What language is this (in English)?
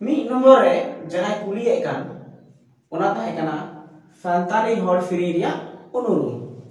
Santali